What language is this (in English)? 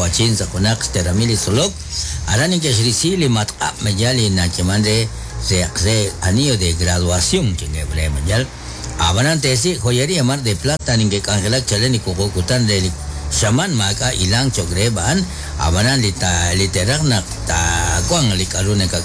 Kekchí